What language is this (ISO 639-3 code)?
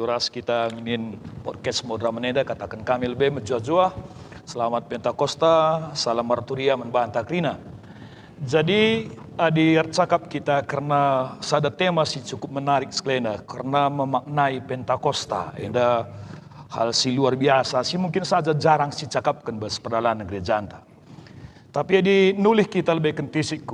btx